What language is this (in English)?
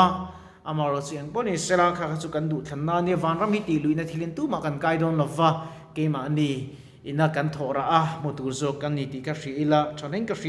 Mizo